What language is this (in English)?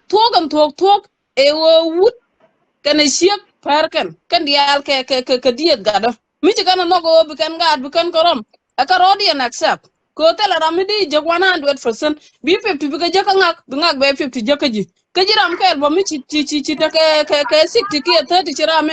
Nuer